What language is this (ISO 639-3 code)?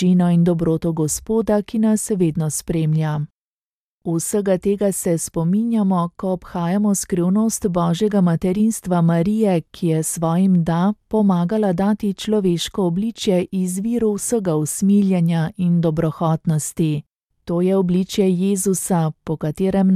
slv